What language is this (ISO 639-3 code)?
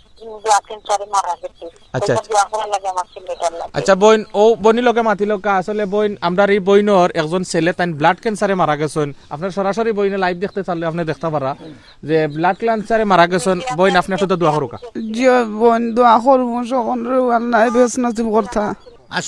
syl